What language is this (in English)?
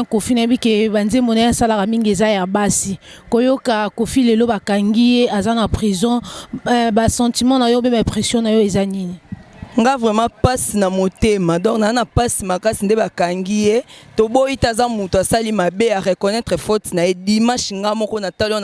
Lingala